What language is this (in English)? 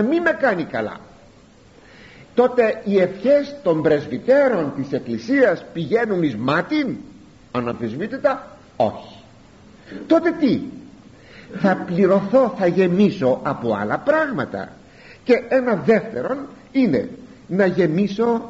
Greek